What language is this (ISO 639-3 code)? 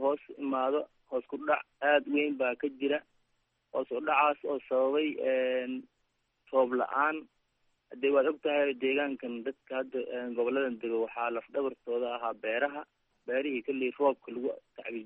som